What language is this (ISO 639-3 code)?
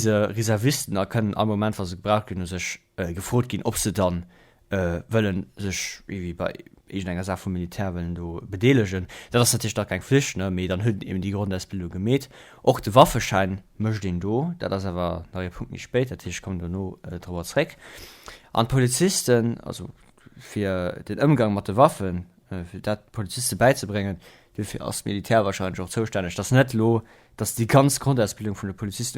ltz